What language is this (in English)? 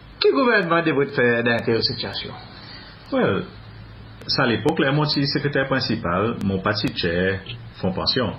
Seselwa Creole French